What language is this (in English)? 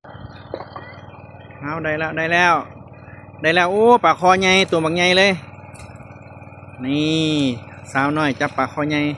Lao